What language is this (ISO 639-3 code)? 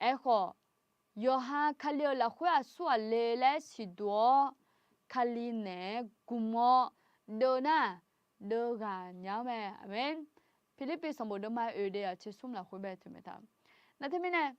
ahk